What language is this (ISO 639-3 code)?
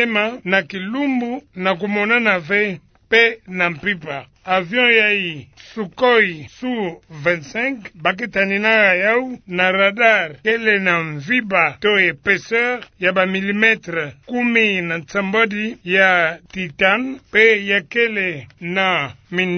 ktu